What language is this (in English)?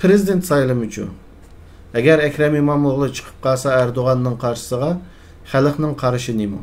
Uyghur